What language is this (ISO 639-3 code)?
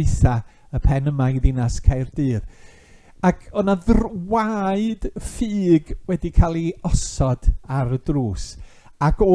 cym